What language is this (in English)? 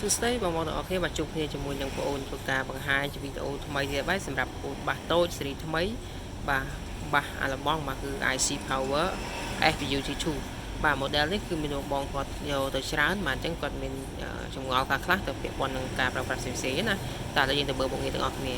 Khmer